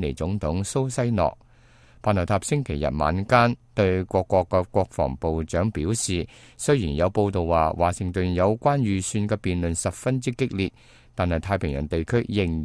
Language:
Cantonese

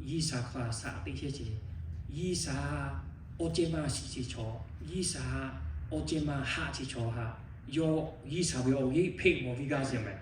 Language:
Lahu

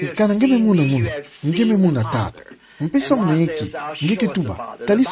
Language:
Kituba (Democratic Republic of Congo)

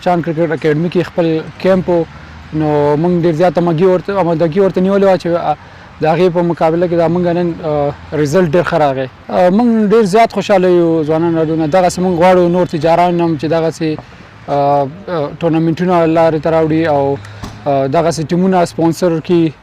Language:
Pashto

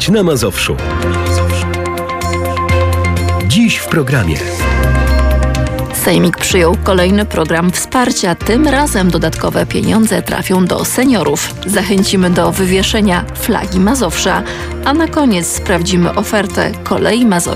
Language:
Polish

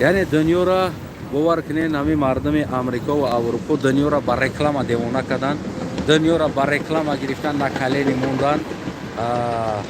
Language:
Tajik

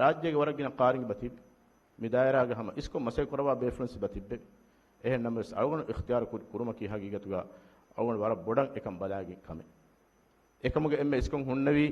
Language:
Divehi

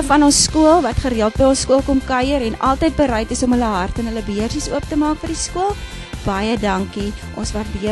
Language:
Afrikaans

